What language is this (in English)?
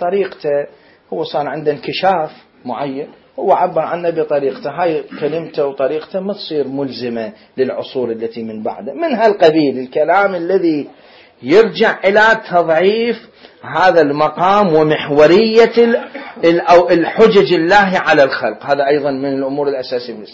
Mesopotamian Arabic